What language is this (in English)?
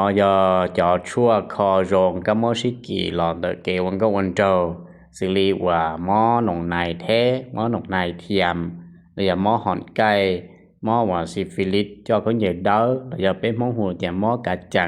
Hmong